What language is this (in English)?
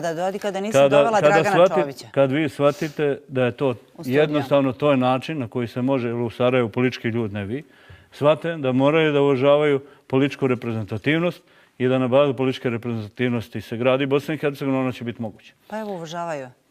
Bosnian